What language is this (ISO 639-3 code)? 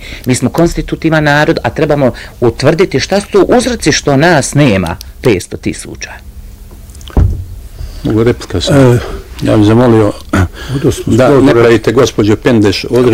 bos